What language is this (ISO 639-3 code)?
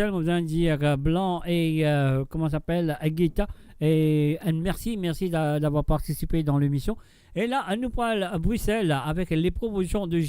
mfe